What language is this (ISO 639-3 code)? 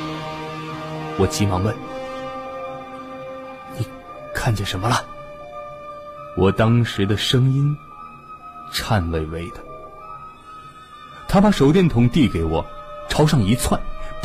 zho